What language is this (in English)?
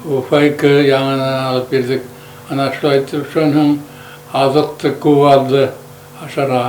Bashkir